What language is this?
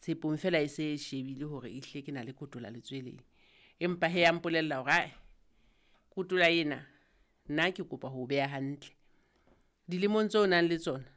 Southern Sotho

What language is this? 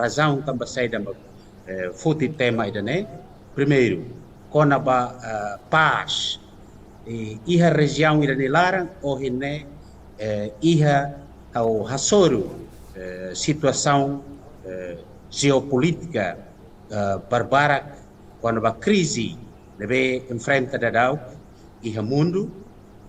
Tetum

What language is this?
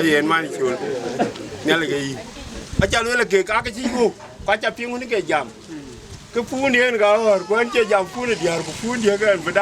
Dinka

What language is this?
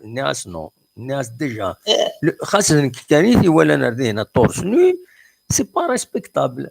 Kabyle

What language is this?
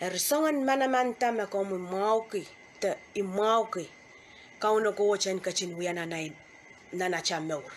Pohnpeian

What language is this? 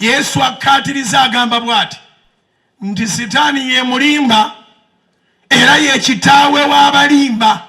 Ganda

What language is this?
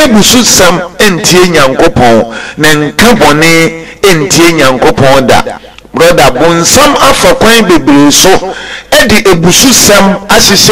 Akan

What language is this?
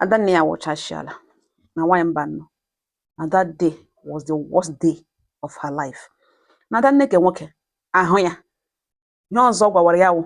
Igbo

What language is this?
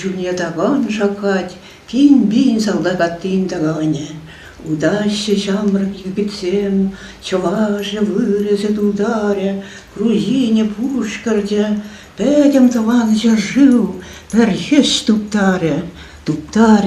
Chuvash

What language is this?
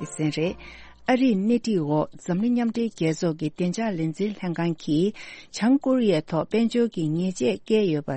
Tibetan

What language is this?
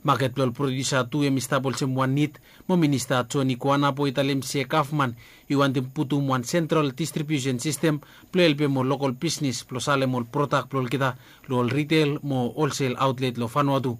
Bislama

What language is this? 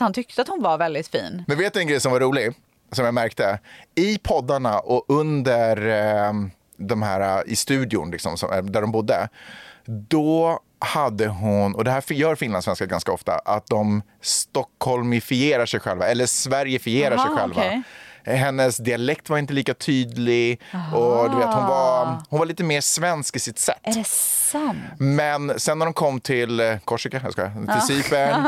Swedish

